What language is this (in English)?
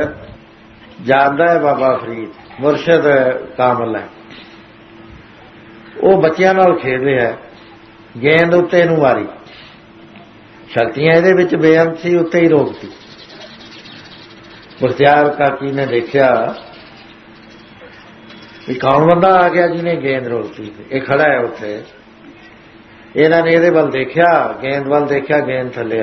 Punjabi